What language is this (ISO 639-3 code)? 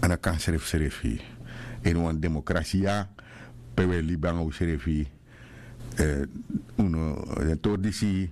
srn